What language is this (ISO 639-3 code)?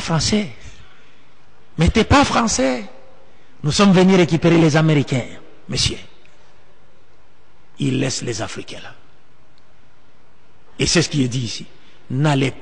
fra